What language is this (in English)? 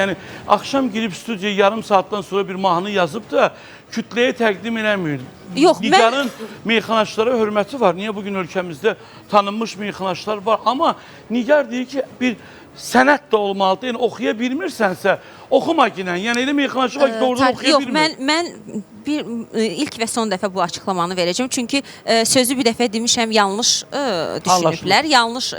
Azerbaijani